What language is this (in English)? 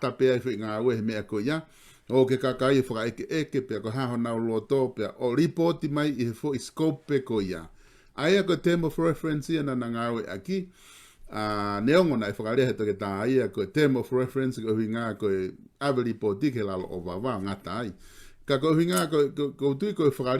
Tongan